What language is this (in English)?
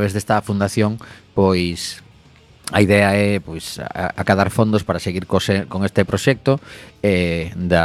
Galician